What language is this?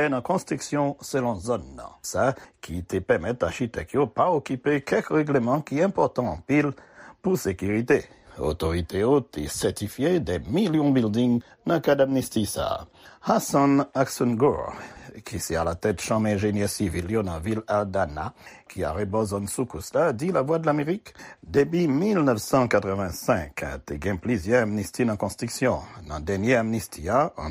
Haitian Creole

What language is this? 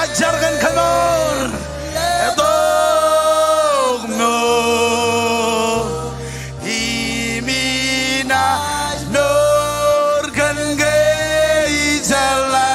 Marshallese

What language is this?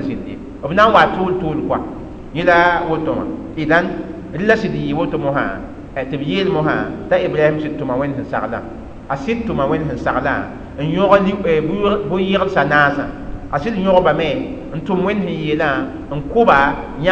Mossi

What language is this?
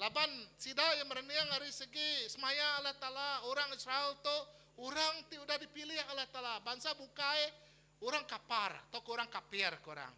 Iban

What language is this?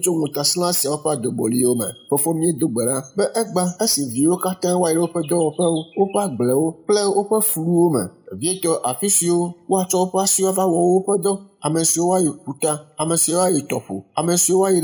Ewe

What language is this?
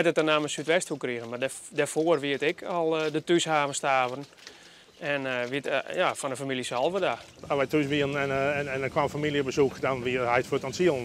Western Frisian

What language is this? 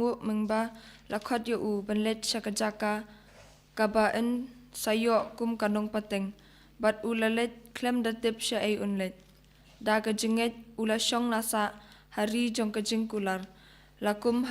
Khasi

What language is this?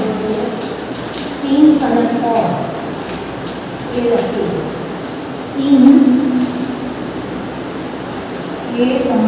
Gujarati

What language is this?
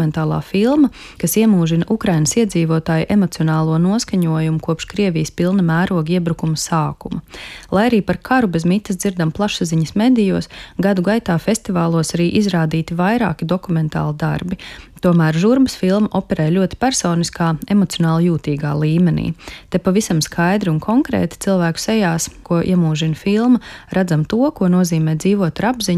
Latvian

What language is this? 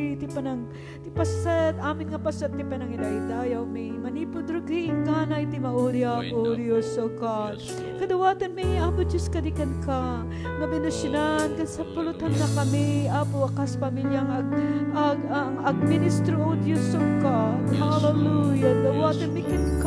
Iloko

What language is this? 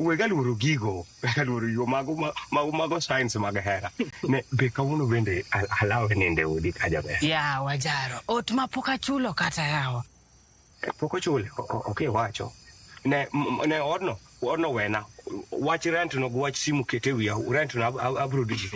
Luo (Kenya and Tanzania)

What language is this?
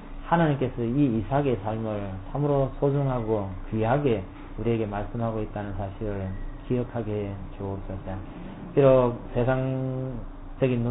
Korean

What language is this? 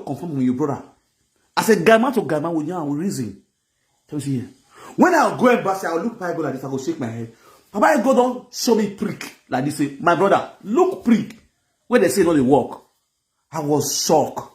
Nigerian Pidgin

